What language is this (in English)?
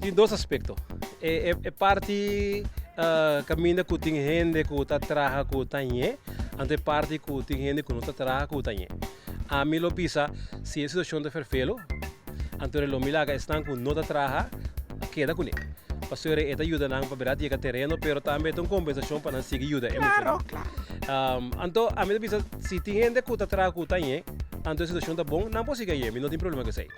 Papiamento